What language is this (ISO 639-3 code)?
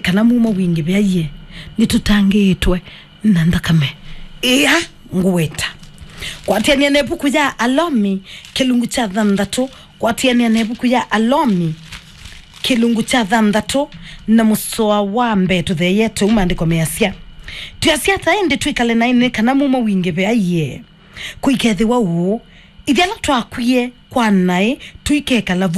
kam